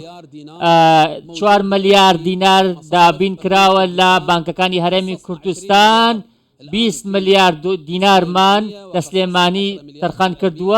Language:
Central Kurdish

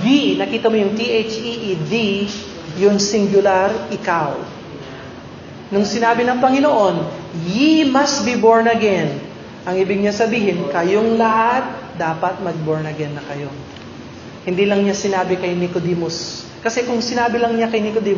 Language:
Filipino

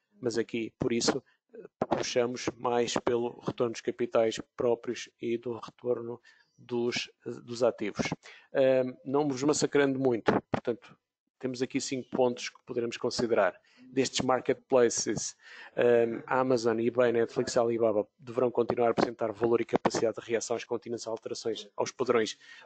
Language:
Portuguese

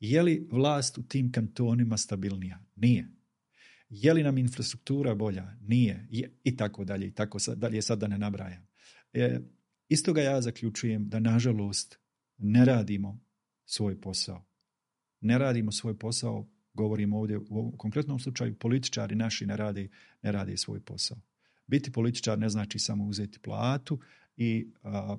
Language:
Bosnian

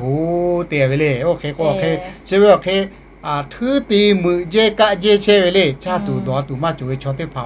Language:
Lahu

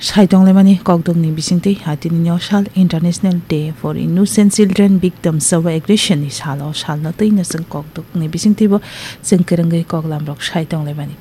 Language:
Kok Borok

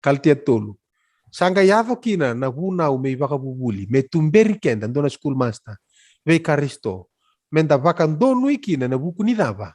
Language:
Fijian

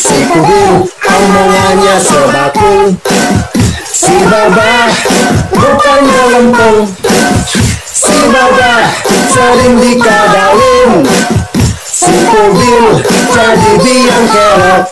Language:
Betawi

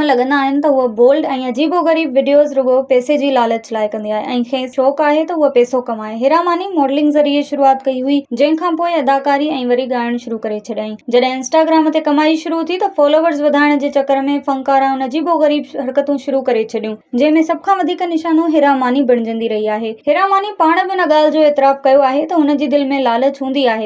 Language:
Sindhi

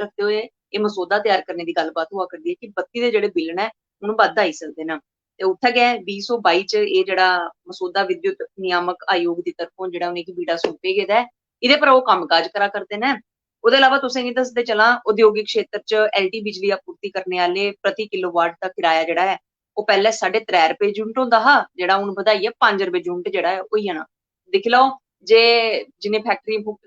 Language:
Dogri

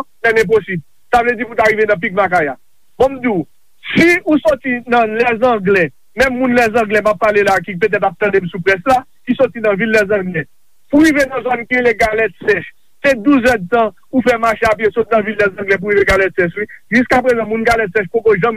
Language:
Haitian Creole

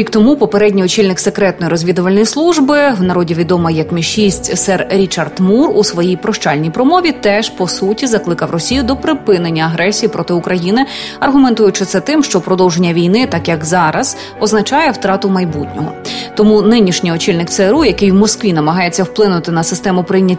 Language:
Ukrainian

